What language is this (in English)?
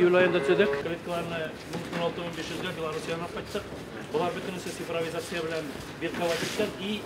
Tatar